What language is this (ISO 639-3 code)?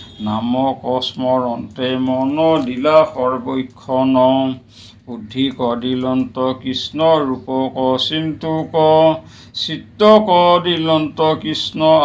asm